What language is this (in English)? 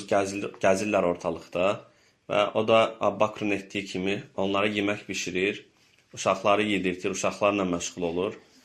Azerbaijani